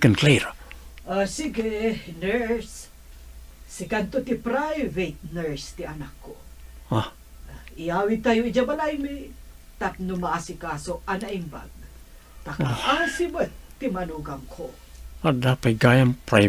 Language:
Iloko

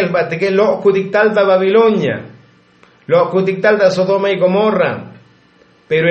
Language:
Tzotzil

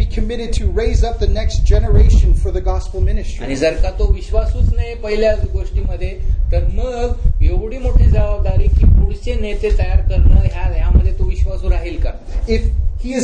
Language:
Marathi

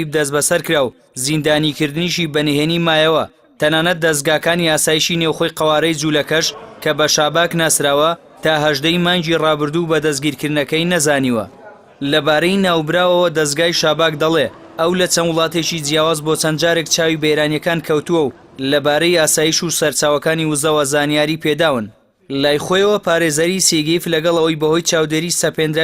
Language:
Central Kurdish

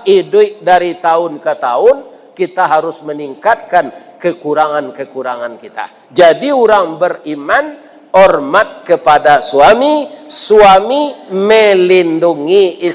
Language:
Minangkabau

